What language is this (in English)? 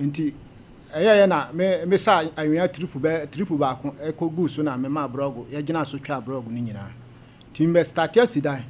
Akan